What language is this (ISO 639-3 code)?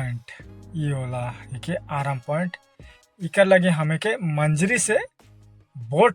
sck